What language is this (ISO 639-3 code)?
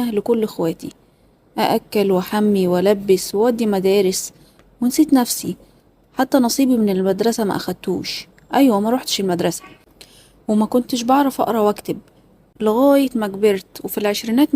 arz